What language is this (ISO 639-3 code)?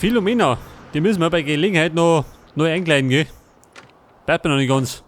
bar